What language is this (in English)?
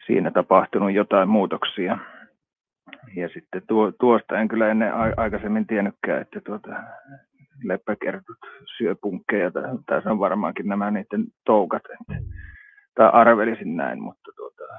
Finnish